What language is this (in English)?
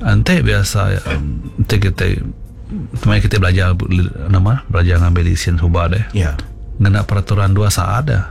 Iban